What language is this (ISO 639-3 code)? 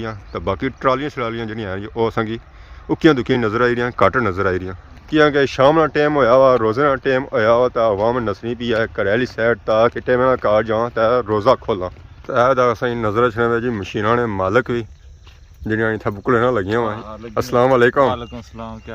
phr